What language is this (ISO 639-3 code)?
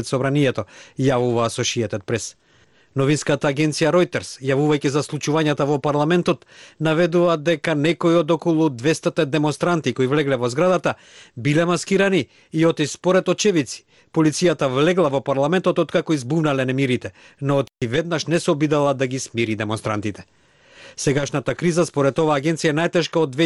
mkd